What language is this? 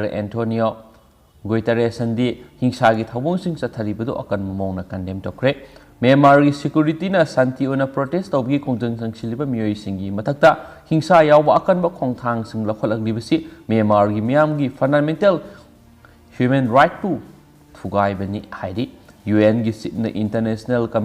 Manipuri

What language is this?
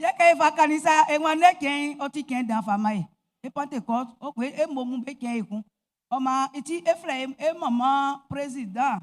Baoulé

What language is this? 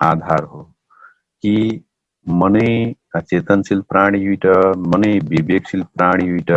Dangaura Tharu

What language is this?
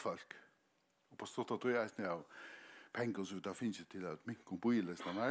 Faroese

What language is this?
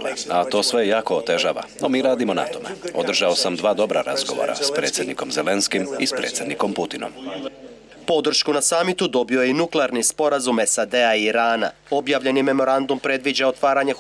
Croatian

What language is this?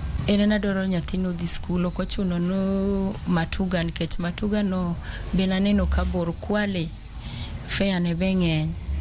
Luo (Kenya and Tanzania)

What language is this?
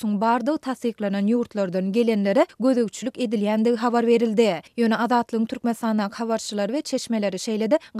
Turkmen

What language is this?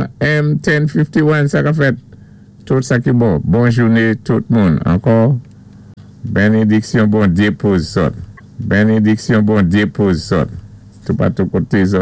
Saint Lucian Creole French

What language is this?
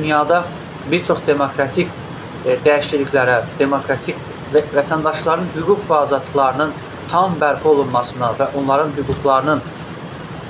Azerbaijani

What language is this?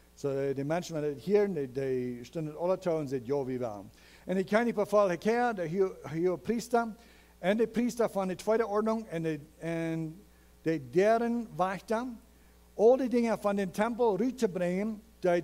Plautdietsch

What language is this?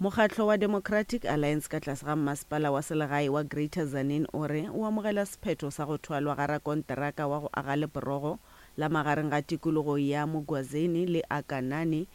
Northern Sotho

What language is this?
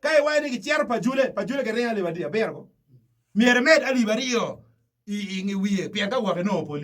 Acoli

